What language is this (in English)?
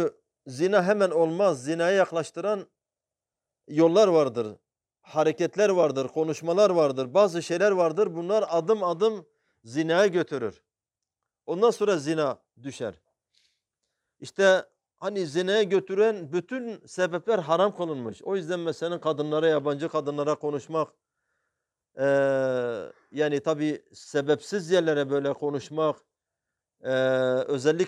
Turkish